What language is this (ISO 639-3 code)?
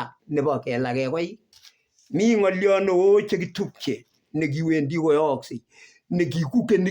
kln